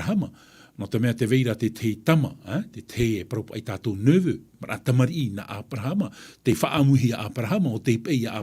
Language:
Tahitian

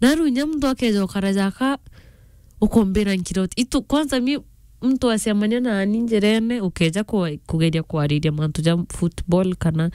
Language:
Meru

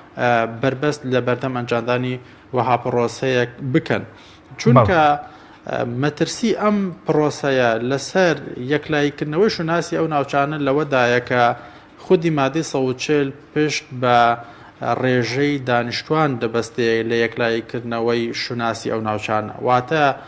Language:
Central Kurdish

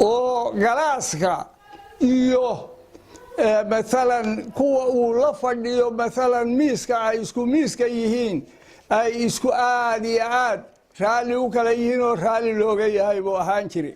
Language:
Somali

